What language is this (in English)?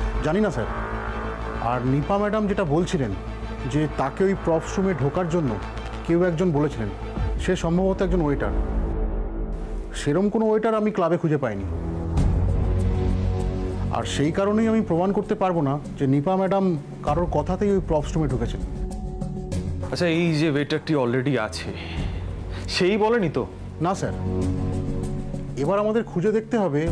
Bangla